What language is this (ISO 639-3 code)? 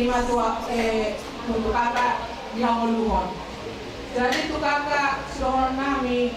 bbc